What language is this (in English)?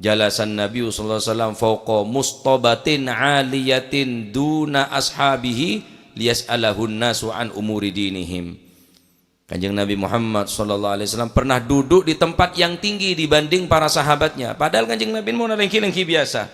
Madurese